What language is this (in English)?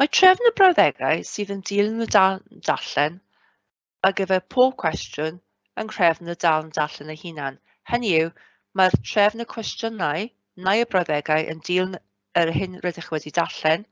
Welsh